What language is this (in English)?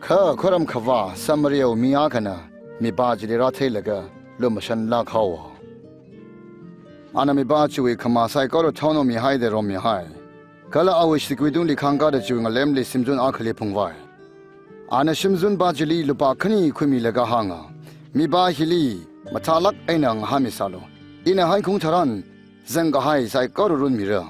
Tangkhul Naga (India)